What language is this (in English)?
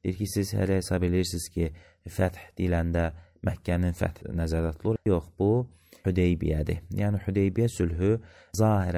Azerbaijani